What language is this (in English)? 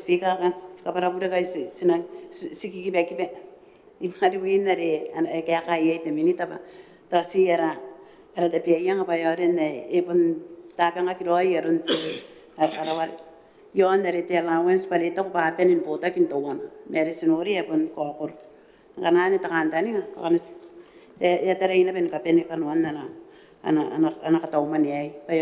Gilbertese